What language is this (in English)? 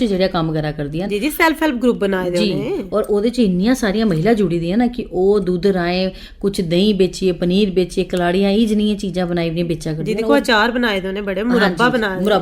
Dogri